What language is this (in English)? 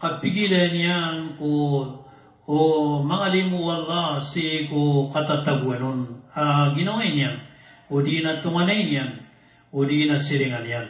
Maranao